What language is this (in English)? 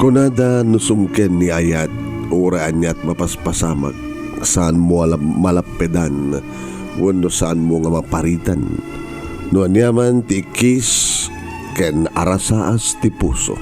Iloko